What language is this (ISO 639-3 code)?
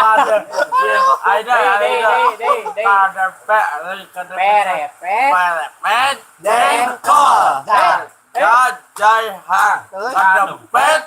sun